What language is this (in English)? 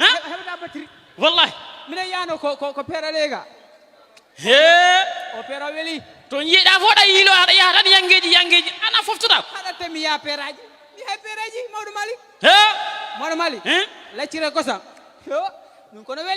Fula